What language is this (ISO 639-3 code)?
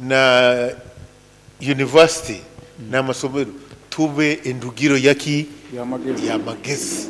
nyn